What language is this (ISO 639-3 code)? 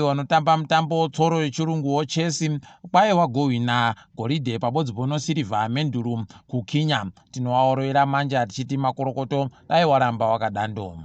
ndc